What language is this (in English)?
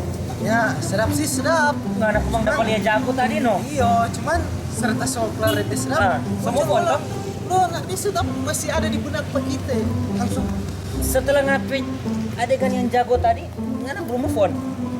Manado Malay